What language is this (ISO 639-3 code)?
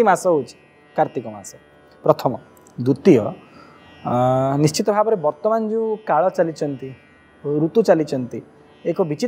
ori